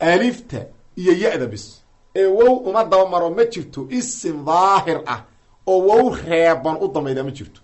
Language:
Somali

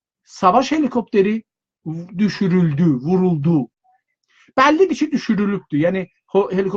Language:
South Azerbaijani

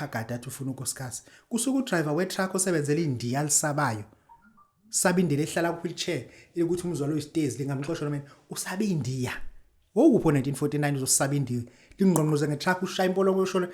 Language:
Zulu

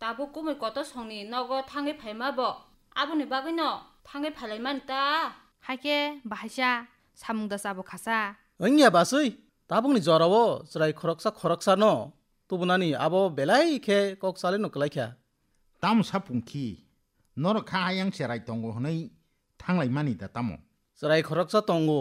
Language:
Kok Borok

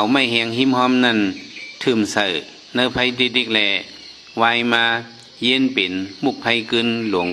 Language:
Shan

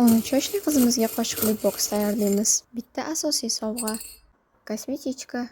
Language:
Uzbek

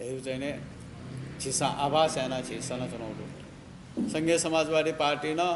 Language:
Newari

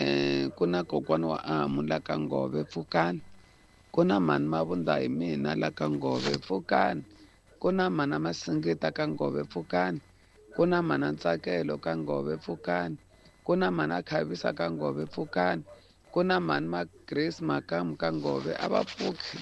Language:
Tsonga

